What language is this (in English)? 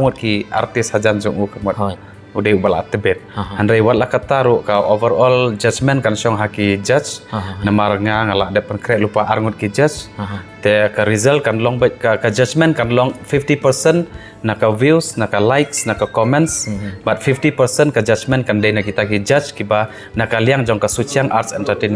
Khasi